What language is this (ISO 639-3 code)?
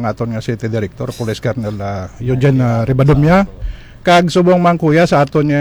hil